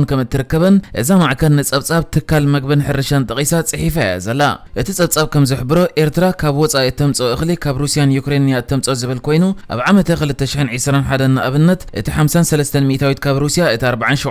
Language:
Tigrinya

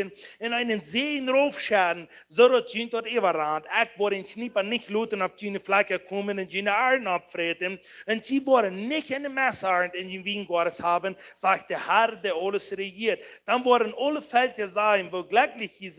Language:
Plautdietsch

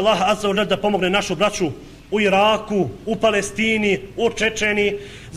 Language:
Bosnian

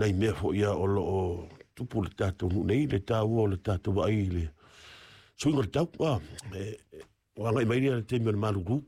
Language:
Samoan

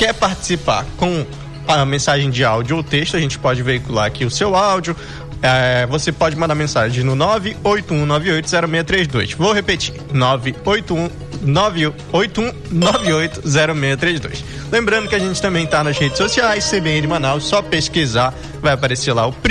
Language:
Portuguese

